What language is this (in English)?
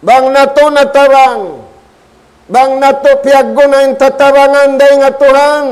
Tausug